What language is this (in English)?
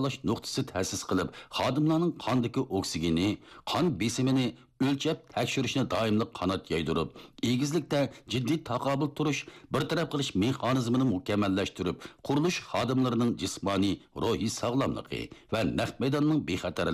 Uyghur